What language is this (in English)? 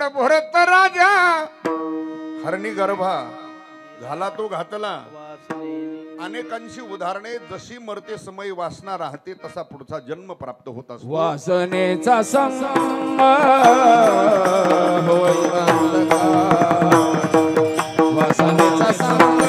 Marathi